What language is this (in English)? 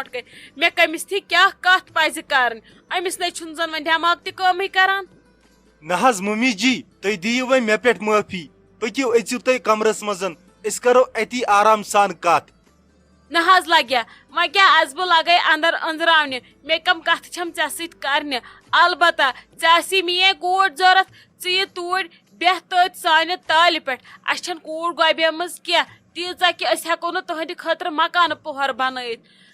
Kashmiri